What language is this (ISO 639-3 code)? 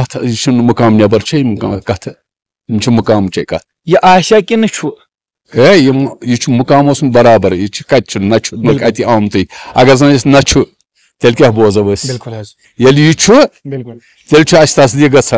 kas